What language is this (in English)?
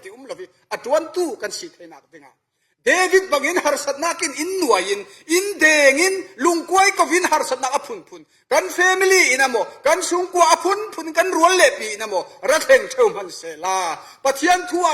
Falam Chin